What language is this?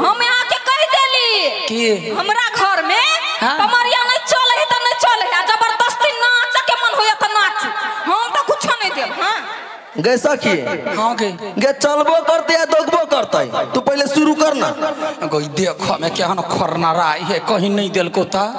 Maithili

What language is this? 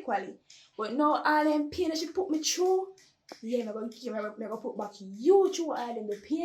Jamaican Creole English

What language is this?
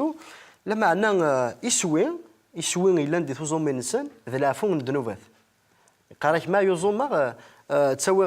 Kabyle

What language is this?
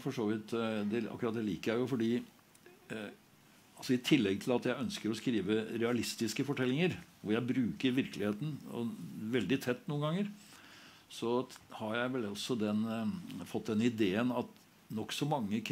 Norwegian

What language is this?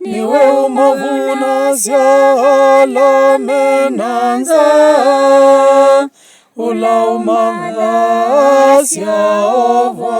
Kamba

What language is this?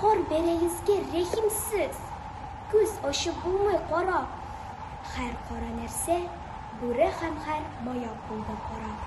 Tatar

